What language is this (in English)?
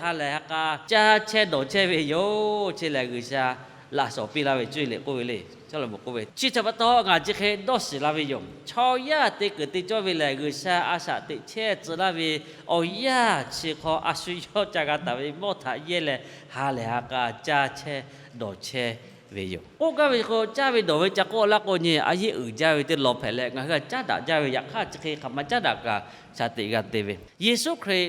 Lahu